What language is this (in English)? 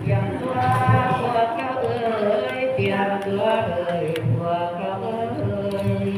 Pali